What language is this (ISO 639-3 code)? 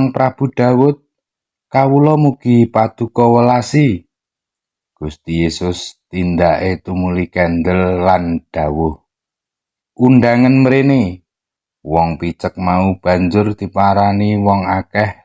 jav